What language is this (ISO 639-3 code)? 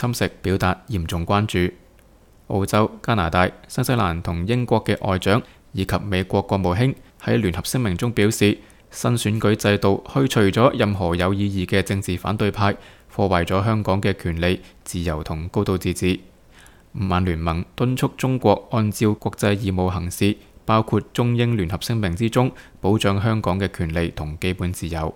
yue